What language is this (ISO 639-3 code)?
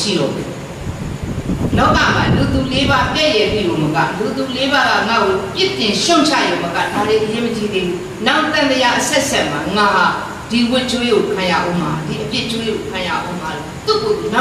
mya